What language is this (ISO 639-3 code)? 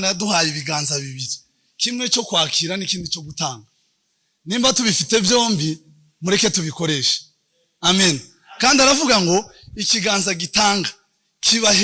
kin